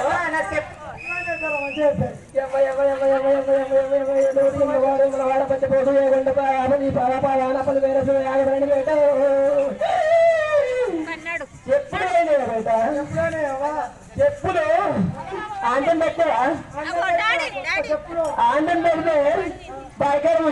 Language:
Telugu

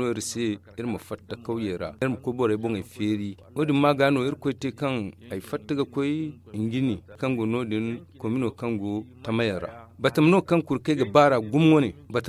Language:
Zarma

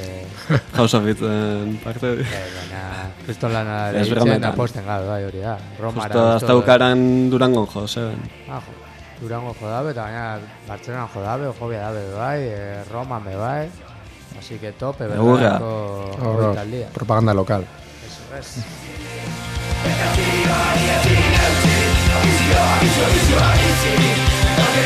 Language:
Basque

